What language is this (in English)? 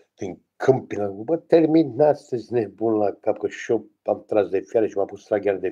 Romanian